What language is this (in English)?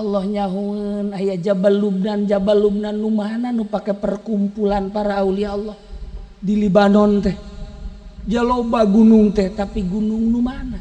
Sundanese